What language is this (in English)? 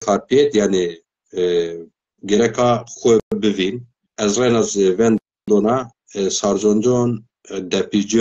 Zaza